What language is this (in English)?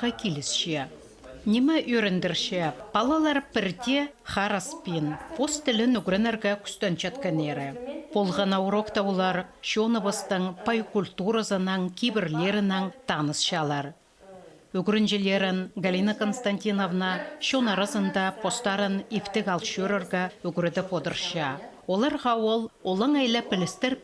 Khakas